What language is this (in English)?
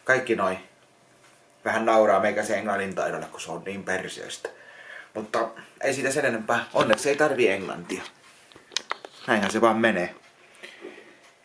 Finnish